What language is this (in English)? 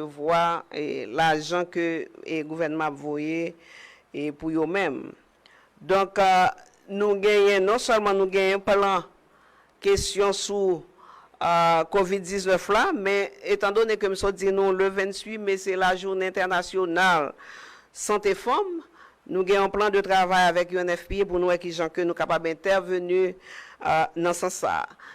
Haitian Creole